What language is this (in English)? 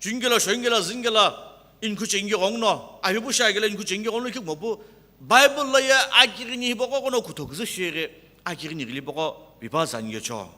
Sumi Naga